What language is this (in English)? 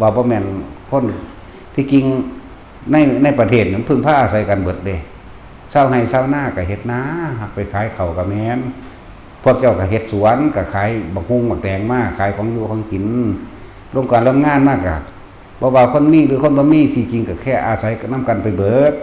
Northeastern Thai